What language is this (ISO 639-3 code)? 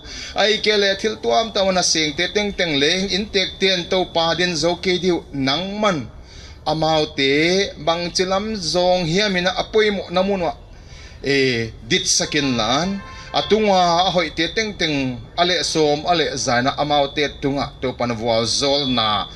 pck